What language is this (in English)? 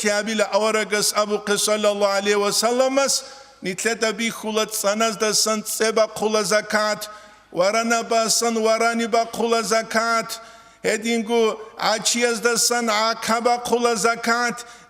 Avaric